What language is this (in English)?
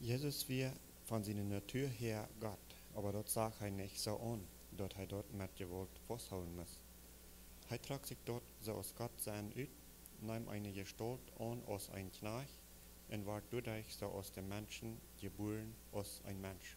Plautdietsch